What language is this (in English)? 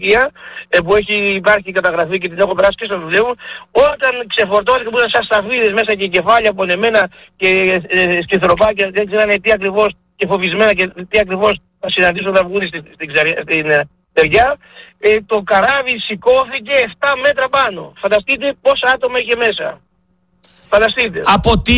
Greek